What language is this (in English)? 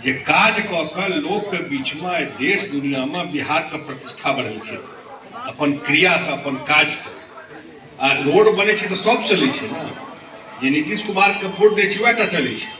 Maithili